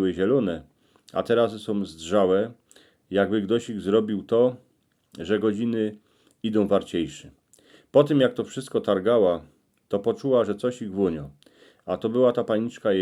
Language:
Silesian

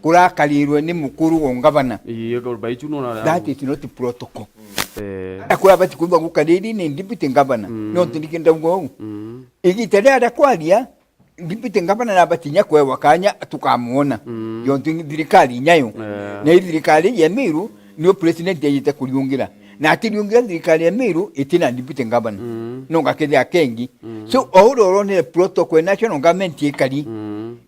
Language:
Meru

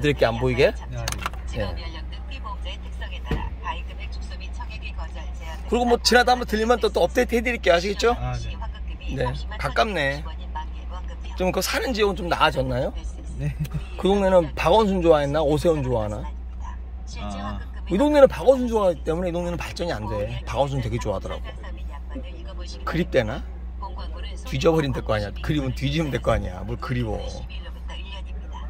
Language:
Korean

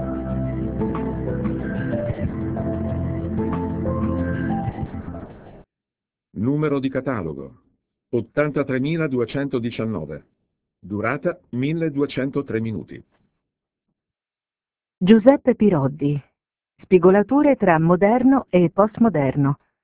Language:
Italian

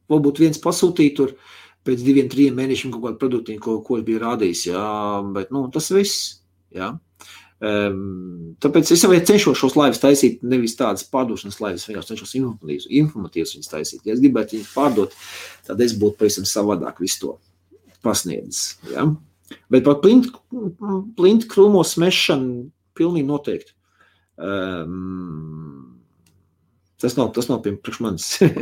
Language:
Latvian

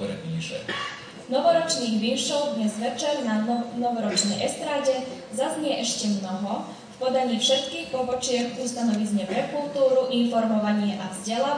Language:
Slovak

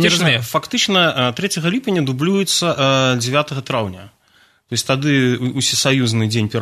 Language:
Belarusian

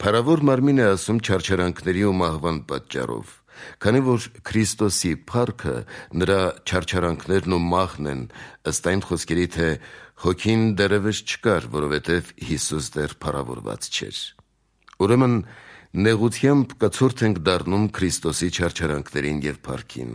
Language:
Armenian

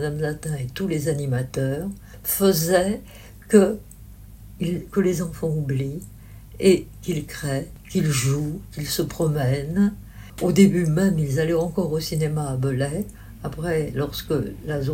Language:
French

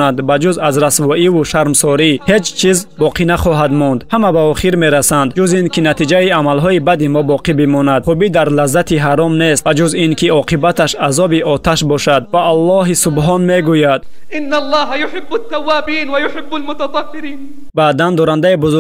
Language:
Tajik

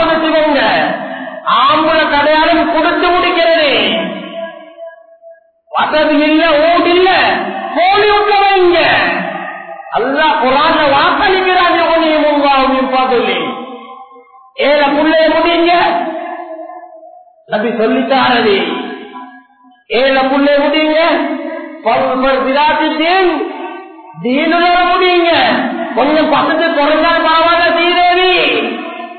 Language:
Tamil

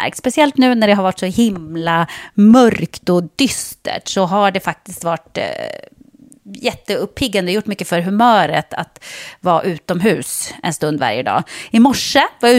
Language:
Swedish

